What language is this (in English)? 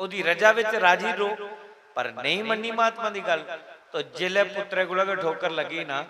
Dogri